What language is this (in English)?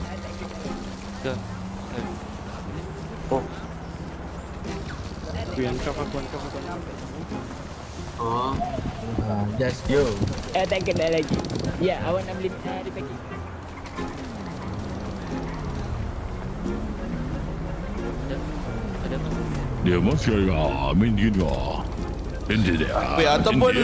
Malay